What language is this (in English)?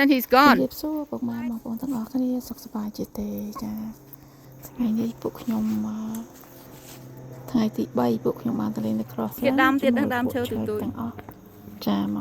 Khmer